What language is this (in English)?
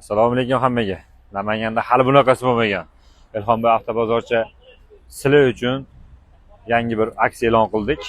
Uzbek